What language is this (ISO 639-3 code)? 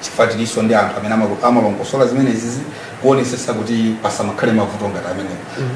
nya